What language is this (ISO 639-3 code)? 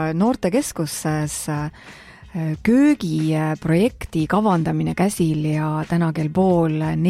est